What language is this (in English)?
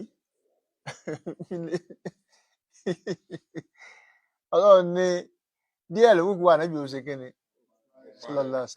Yoruba